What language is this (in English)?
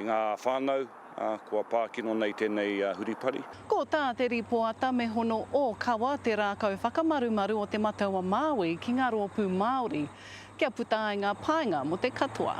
Māori